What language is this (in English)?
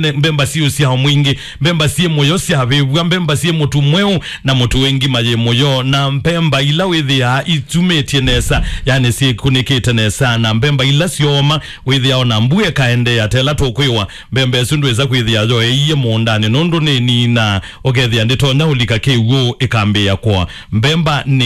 Kamba